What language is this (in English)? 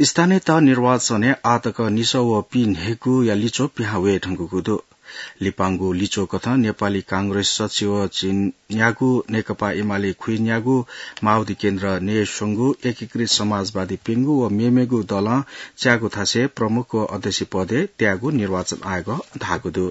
Newari